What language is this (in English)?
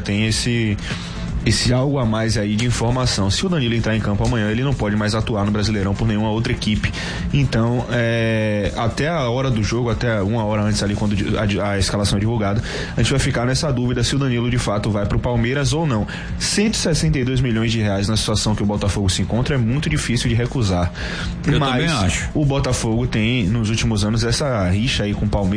Portuguese